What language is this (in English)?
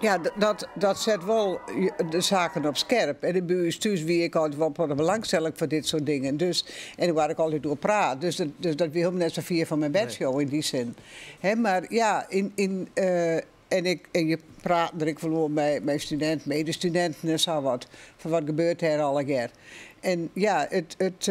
Western Frisian